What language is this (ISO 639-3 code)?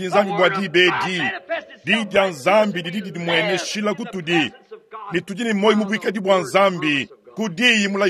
lua